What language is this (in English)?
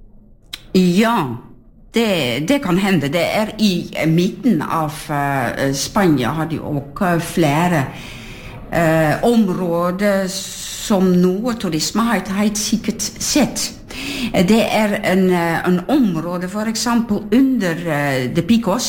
Norwegian